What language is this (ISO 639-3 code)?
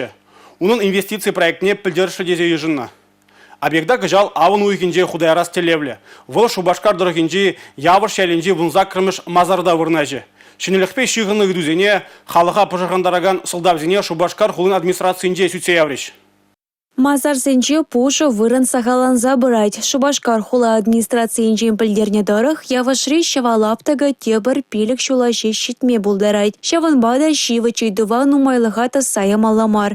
chv